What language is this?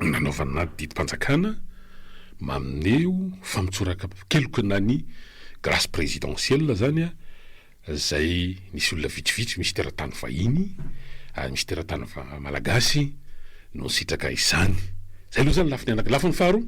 Malagasy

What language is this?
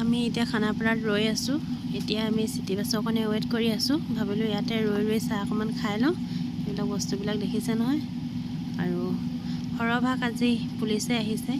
Assamese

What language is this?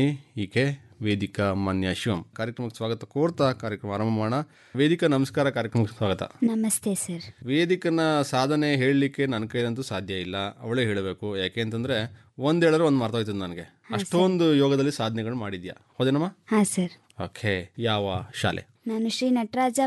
Kannada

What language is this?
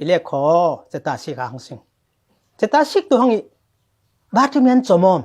Falam Chin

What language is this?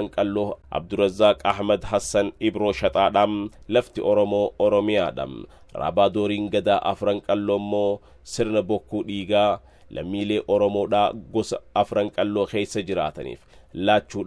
Oromo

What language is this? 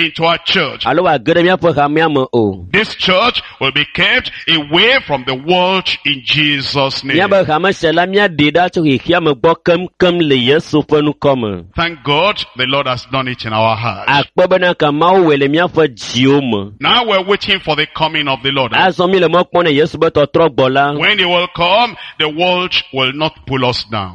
Ewe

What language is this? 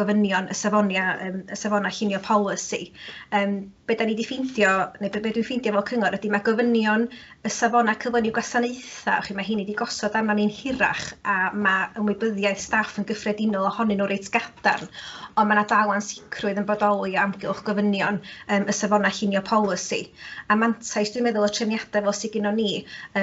Welsh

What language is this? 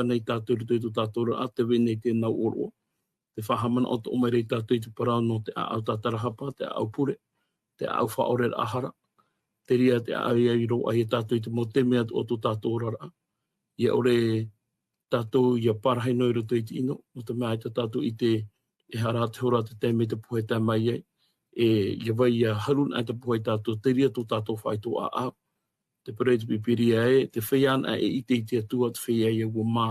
Tahitian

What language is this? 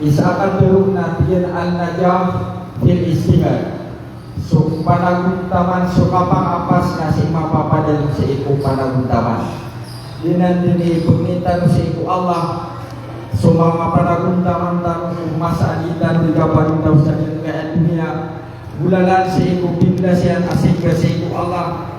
Maranao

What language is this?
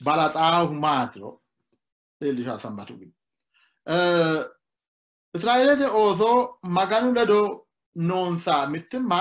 Sidamo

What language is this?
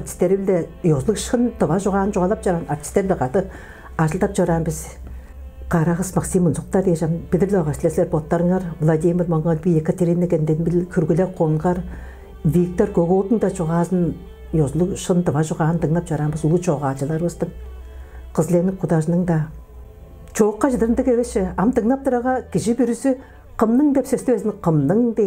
Tuvinian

